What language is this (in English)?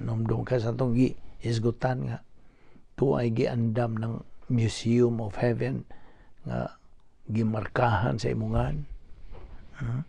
Cebuano